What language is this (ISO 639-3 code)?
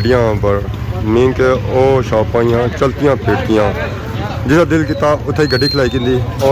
phr